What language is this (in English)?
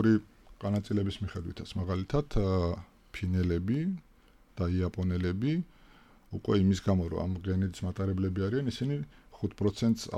Georgian